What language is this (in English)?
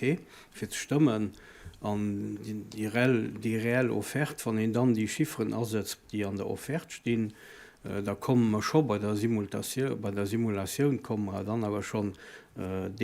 Luxembourgish